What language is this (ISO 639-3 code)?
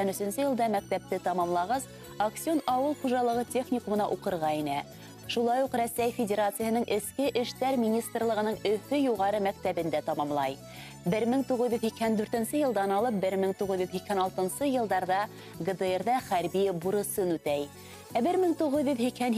bak